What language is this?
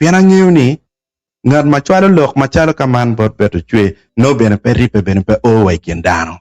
Acoli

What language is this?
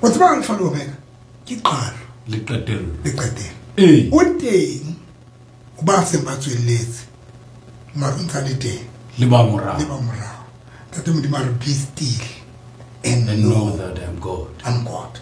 Southern Sotho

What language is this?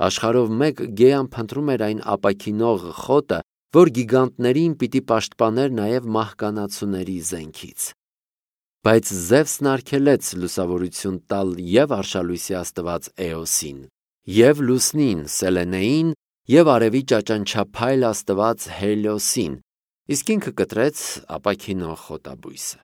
Armenian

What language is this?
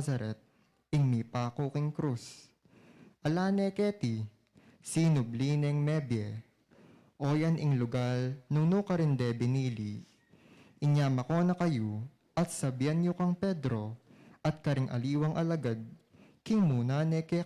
Pampanga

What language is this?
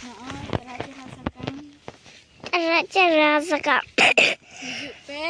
Santali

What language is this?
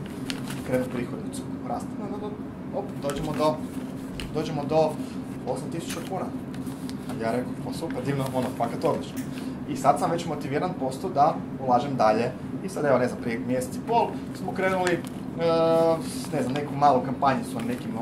Croatian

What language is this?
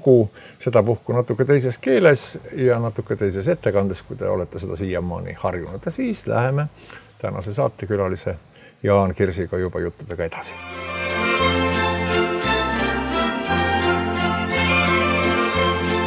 Estonian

